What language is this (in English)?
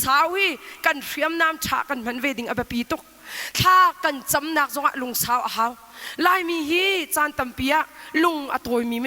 Hakha Chin